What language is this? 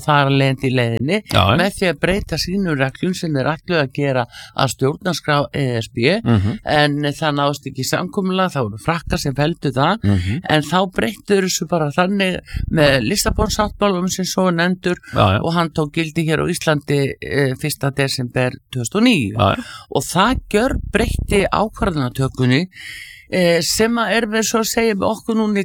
Icelandic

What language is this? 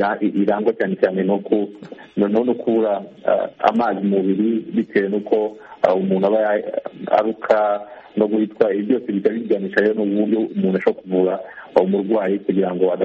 Kinyarwanda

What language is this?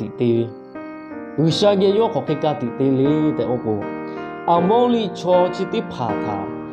Lahu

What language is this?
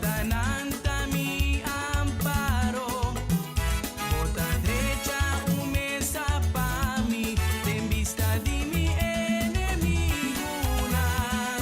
Papiamento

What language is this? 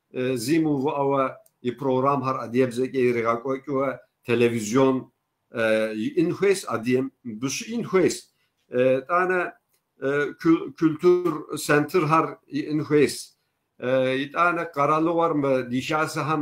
Kabardian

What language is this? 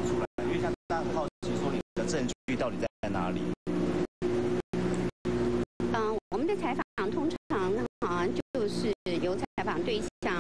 Chinese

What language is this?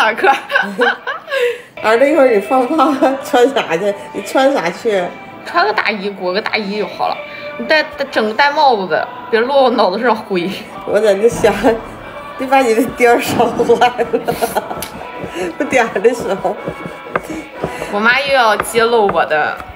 Chinese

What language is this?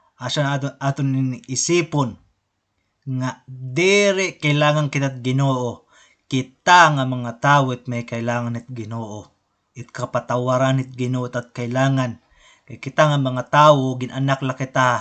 Waray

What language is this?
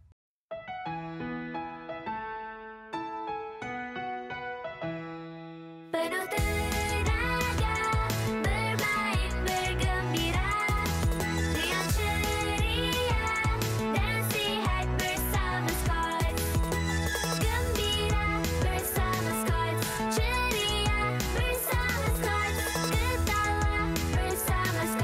Malay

